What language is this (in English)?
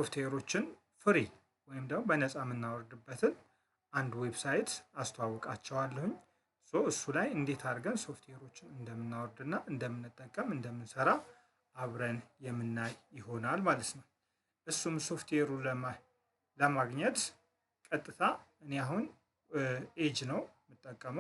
Amharic